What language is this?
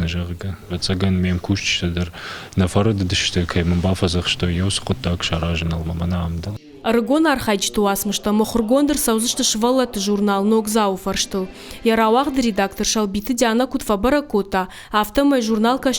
Ossetic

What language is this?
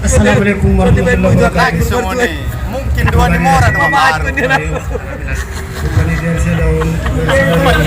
Batak Angkola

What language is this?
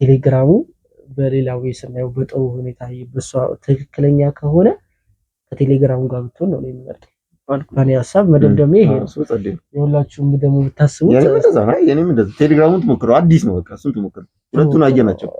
Amharic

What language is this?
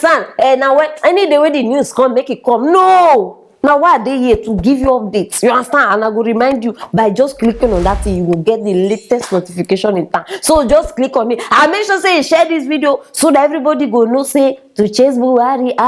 Nigerian Pidgin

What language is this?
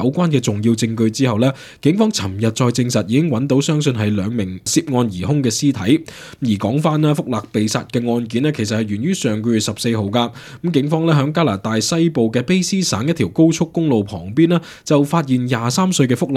Cantonese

